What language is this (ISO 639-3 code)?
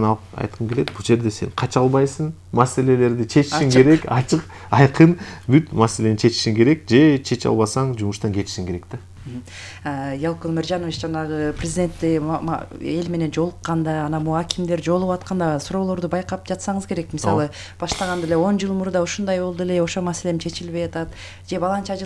kir